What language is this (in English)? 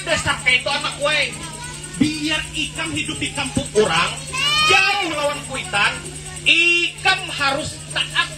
Banjar